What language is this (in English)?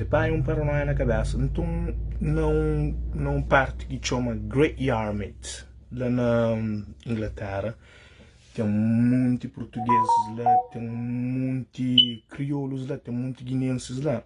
Kabuverdianu